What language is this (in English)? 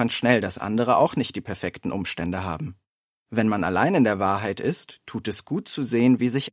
German